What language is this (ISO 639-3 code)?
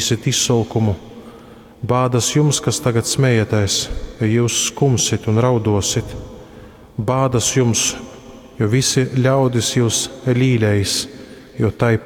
ltg